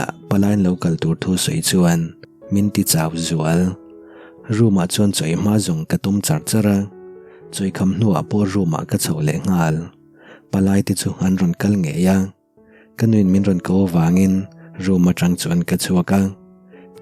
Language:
Mizo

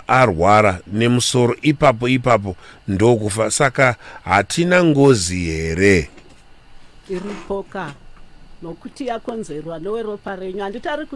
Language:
Shona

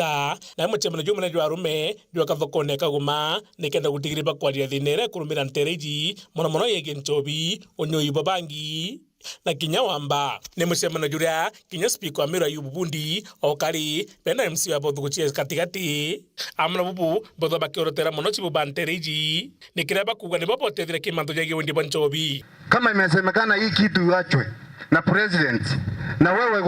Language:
Meru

